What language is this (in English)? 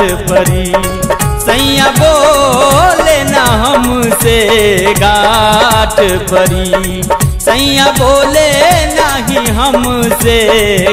Bhojpuri